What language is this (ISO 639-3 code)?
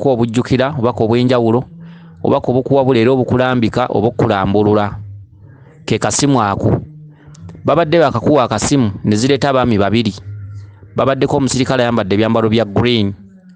lug